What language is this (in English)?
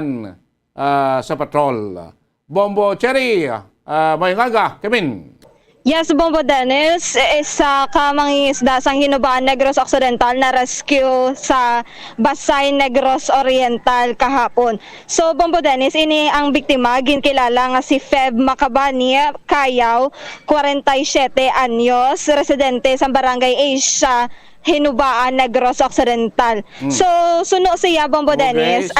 Hiligaynon